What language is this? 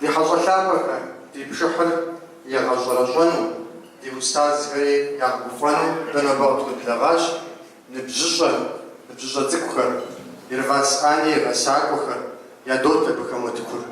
Kabardian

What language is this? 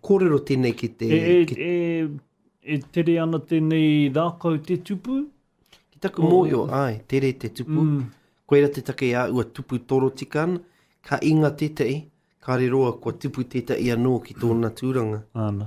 Māori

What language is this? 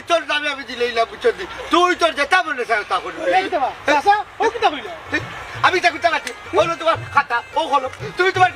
Sylheti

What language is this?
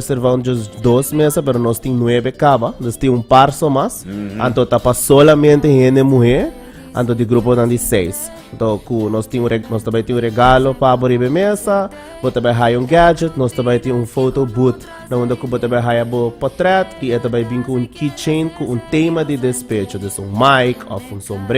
Papiamento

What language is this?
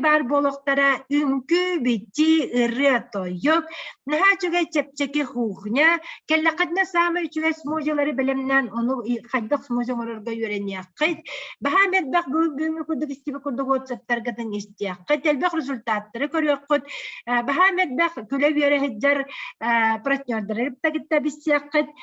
Yakut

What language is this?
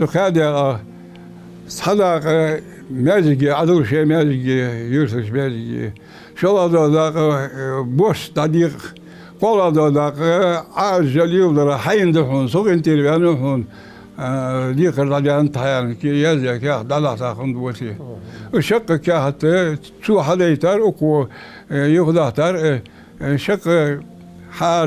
Ingush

